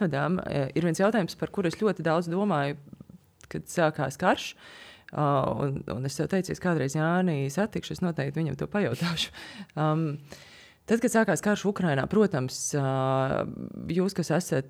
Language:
Latvian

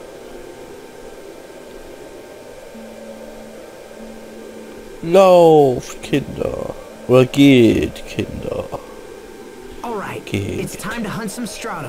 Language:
German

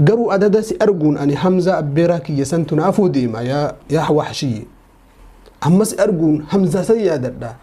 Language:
Oromo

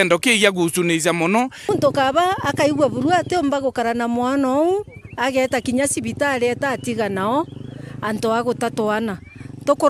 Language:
Meru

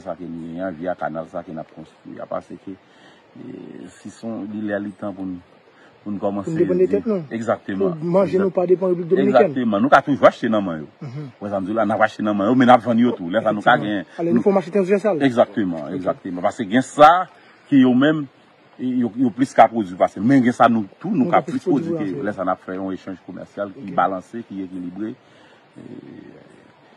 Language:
Haitian Creole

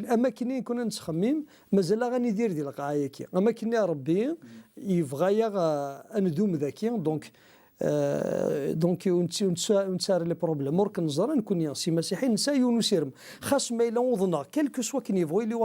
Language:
Kabyle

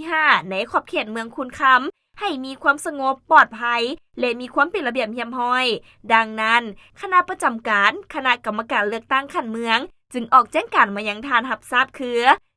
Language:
Lao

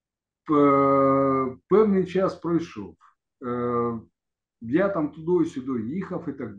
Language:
Ukrainian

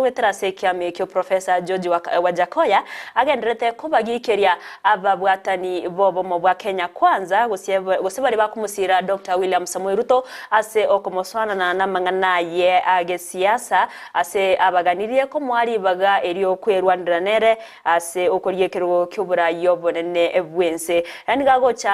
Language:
Gusii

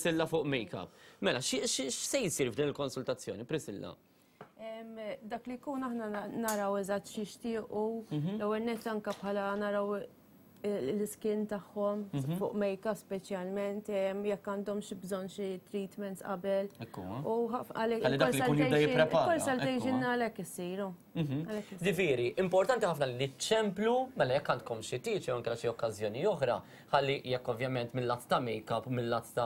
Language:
Maltese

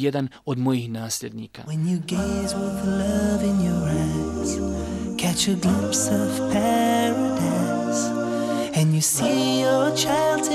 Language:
Bosnian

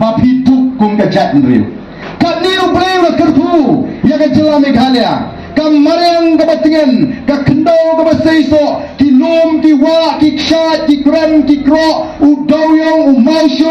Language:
Khasi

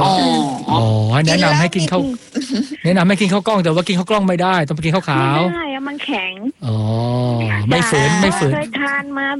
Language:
Thai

